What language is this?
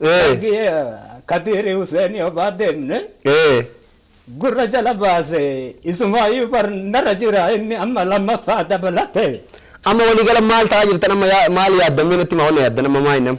Oromo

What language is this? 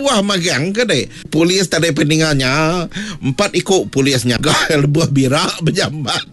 Iban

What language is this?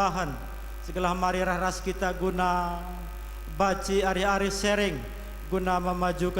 Batak Karo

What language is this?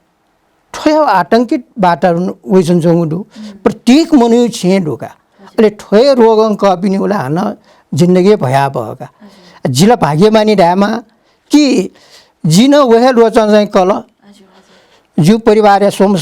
Newari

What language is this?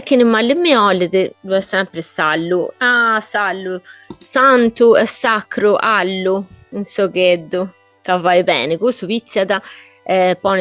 Sardinian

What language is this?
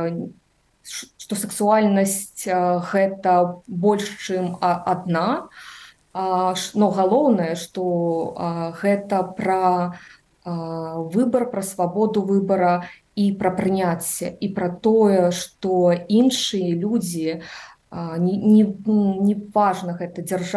Belarusian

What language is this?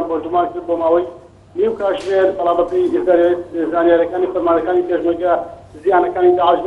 Central Kurdish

